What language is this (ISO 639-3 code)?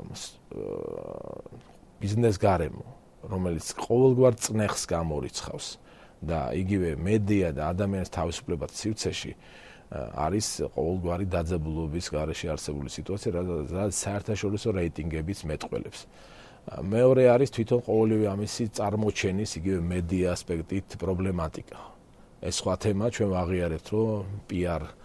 kat